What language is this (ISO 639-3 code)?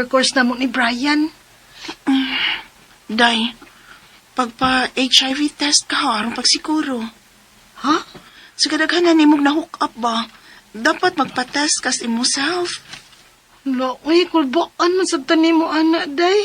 ceb